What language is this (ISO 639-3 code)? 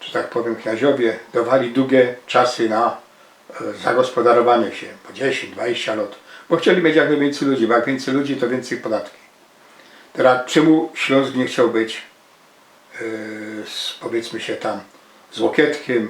szl